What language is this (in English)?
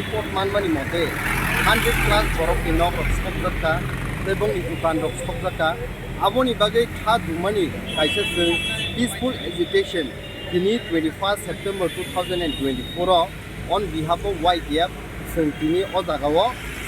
Kok Borok